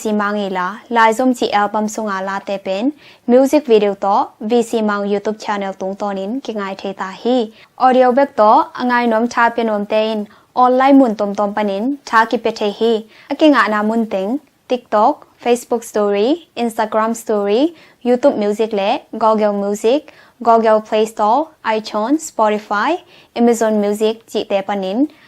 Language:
Tedim Chin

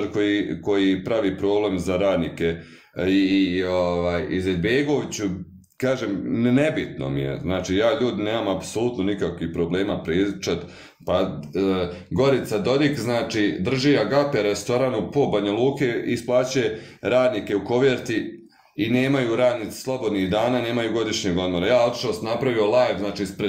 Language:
Bosnian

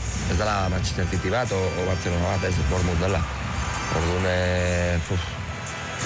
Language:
Basque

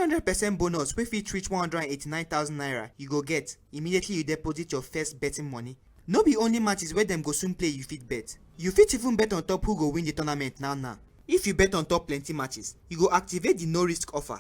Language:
Nigerian Pidgin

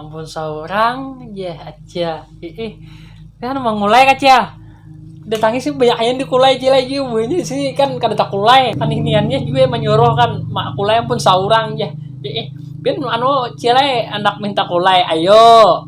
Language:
Banjar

